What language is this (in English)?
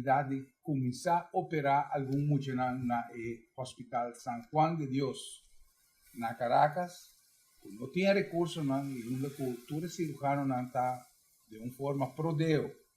Papiamento